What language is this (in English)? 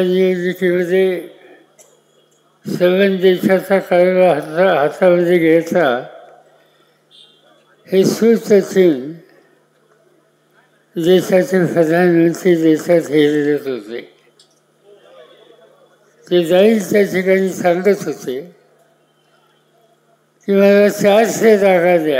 Marathi